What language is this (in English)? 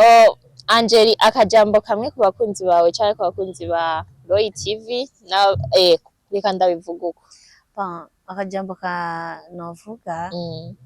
Rundi